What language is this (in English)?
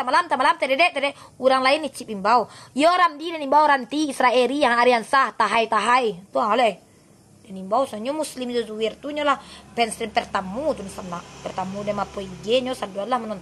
Minangkabau